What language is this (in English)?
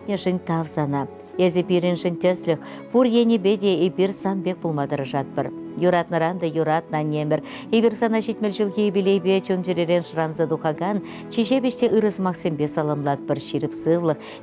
Chuvash